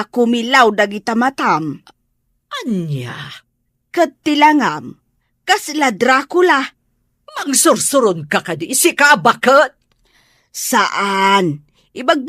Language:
Iloko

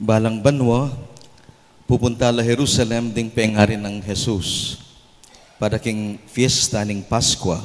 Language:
Pampanga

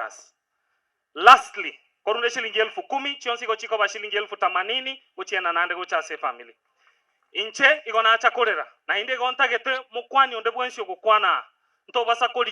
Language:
Gusii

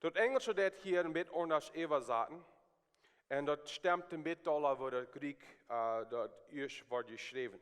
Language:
Plautdietsch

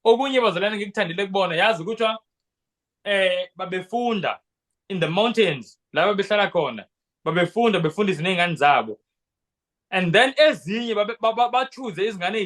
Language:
Zulu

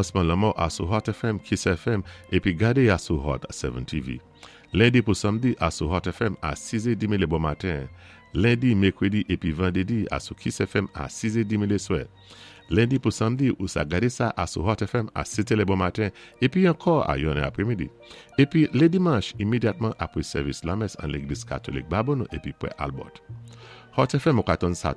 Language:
Saint Lucian Creole French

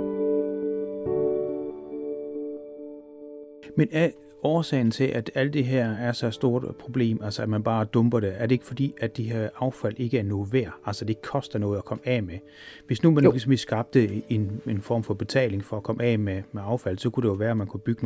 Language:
Danish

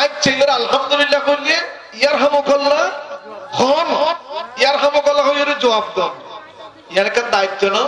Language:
Rohingya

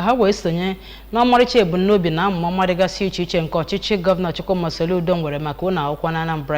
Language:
Igbo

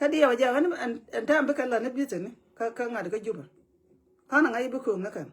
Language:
Nuer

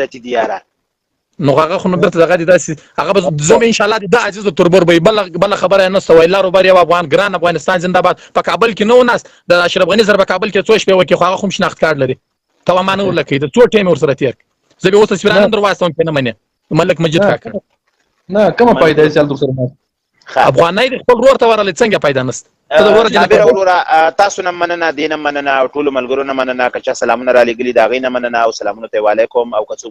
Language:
Pashto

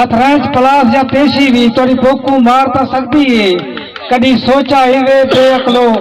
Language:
Saraiki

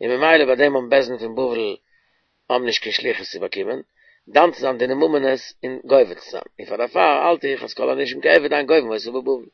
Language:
Yiddish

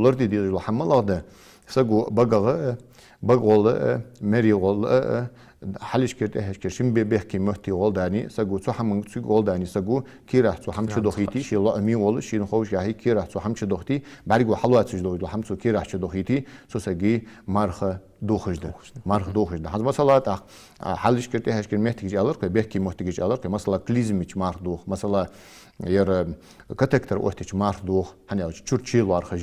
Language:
Ingush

